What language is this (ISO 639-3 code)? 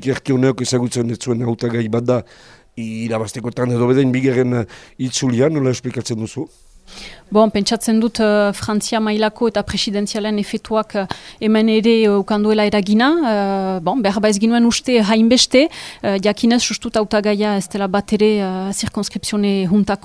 eus